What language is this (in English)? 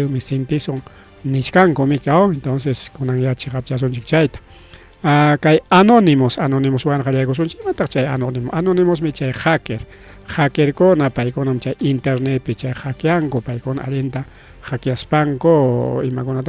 Ayacucho Quechua